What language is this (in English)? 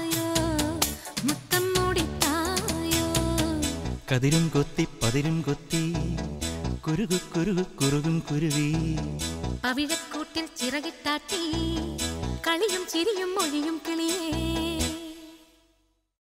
Malayalam